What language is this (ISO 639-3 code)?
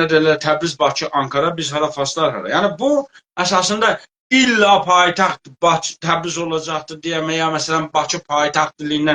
azb